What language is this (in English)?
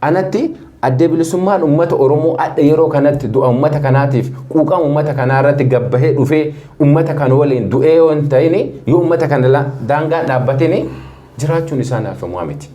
Oromo